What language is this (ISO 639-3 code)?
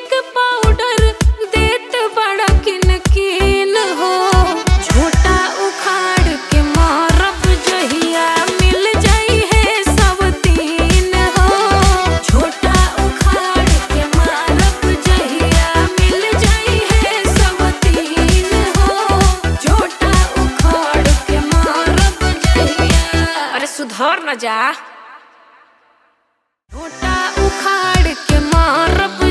bho